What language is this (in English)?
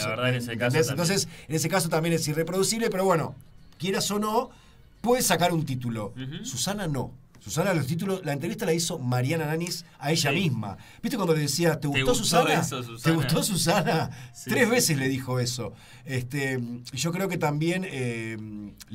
Spanish